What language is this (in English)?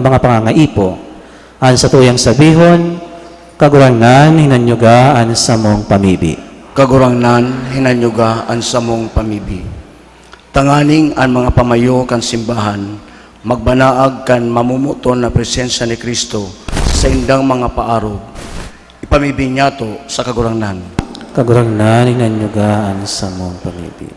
Bikol